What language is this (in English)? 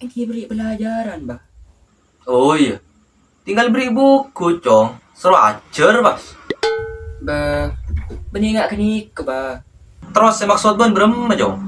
Madurese